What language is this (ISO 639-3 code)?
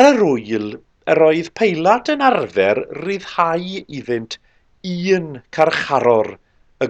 cym